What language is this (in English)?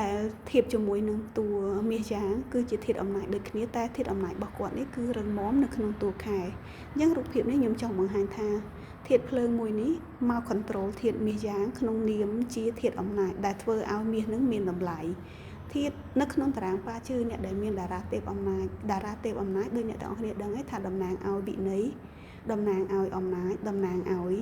Khmer